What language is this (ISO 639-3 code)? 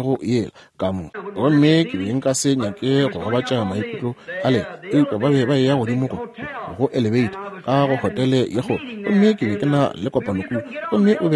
nso